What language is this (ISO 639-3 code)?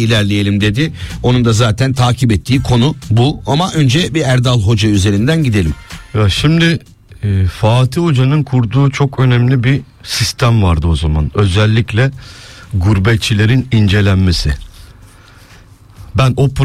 tur